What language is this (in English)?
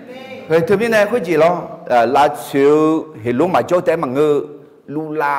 Akha